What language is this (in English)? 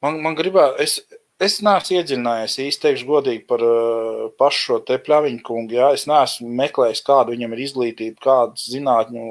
Latvian